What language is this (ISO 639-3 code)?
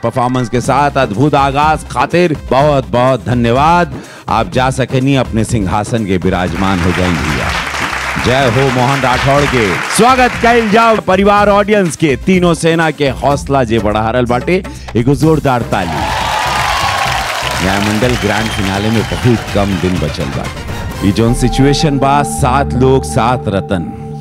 bho